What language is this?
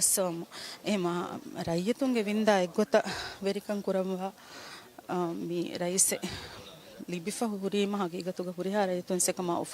Divehi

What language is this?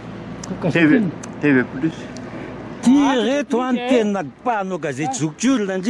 Malagasy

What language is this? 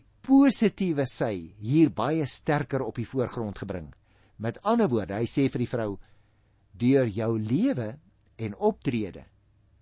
Afrikaans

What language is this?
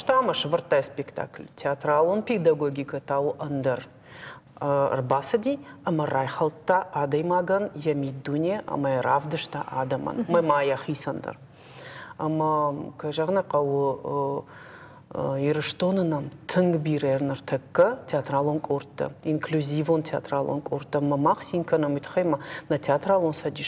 Ossetic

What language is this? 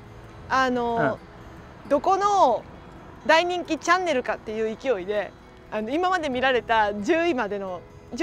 Japanese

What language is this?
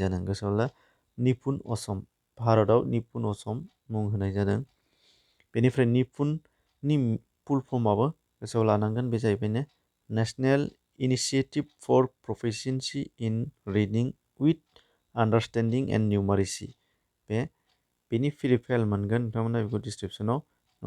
Bodo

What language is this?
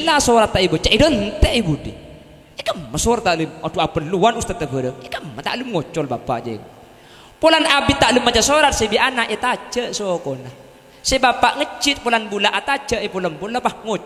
Madurese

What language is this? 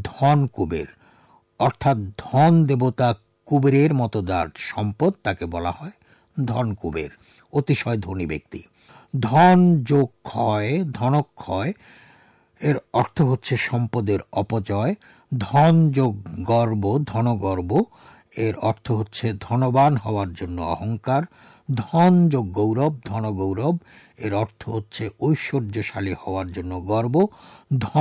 Bangla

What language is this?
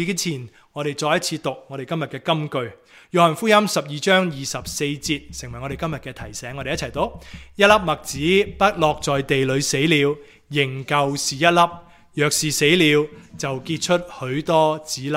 Cantonese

